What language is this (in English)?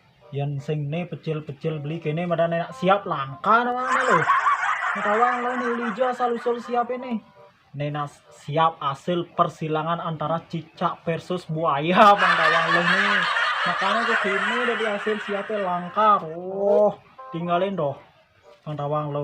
Balinese